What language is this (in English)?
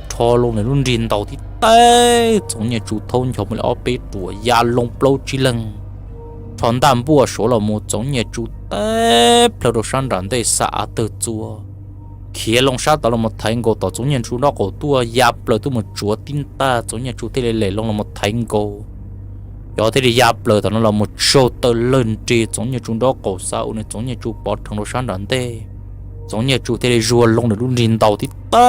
Hmong